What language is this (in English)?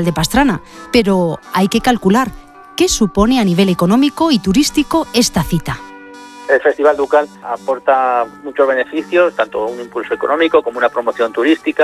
Spanish